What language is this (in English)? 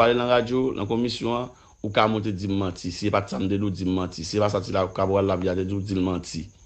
Haitian Creole